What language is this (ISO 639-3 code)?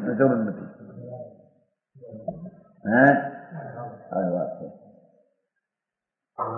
guj